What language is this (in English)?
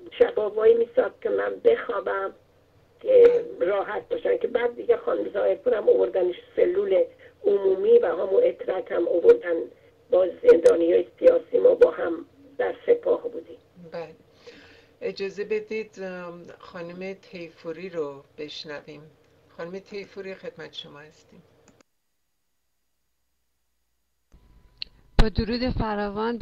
Persian